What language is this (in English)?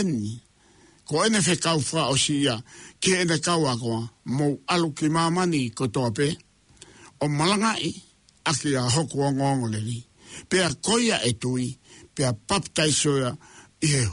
Tongan